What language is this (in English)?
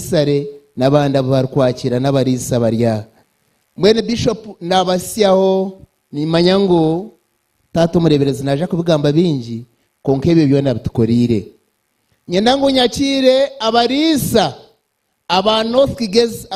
Nyankole